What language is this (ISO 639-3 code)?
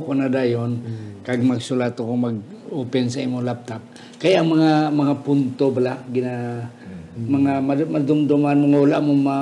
hil